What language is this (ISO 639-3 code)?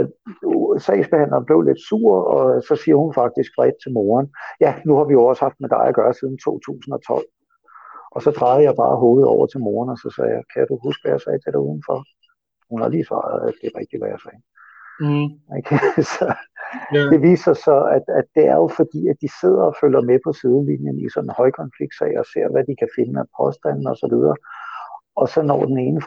dan